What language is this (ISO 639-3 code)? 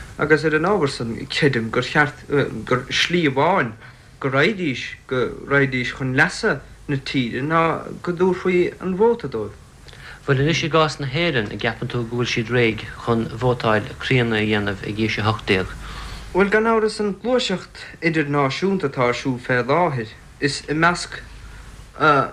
gle